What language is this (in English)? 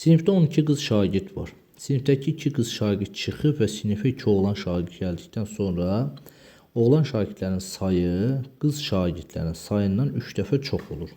Azerbaijani